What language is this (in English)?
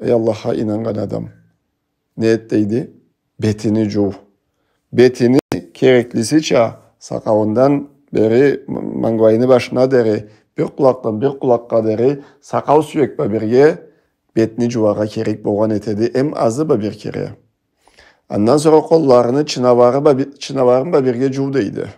Karachay-Balkar